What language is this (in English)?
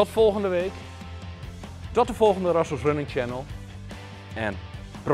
Dutch